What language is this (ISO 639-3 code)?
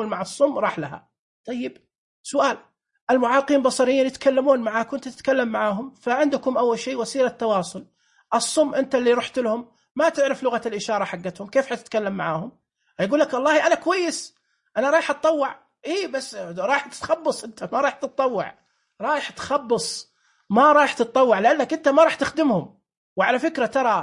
ars